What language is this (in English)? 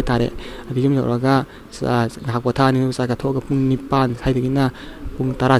Manipuri